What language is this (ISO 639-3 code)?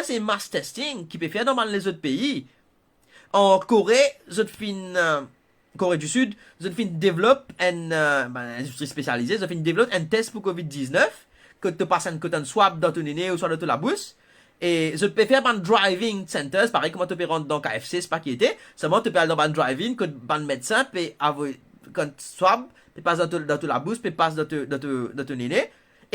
mfe